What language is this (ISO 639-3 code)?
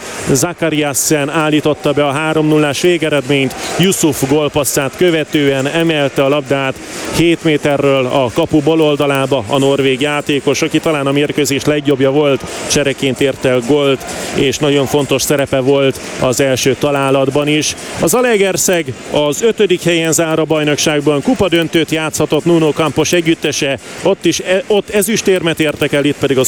hun